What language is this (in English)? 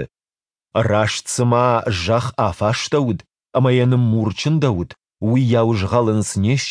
Ossetic